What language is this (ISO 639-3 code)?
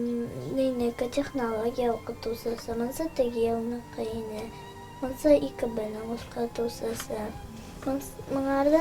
bak